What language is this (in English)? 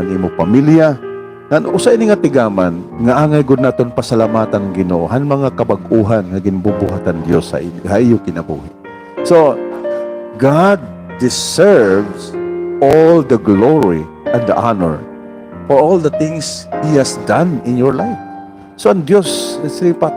Waray